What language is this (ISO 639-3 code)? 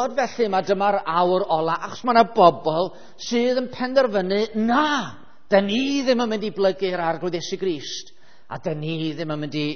cym